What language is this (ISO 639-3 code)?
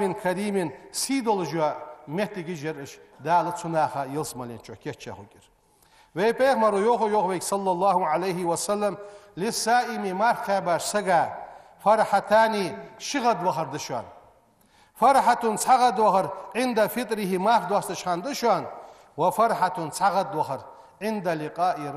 inh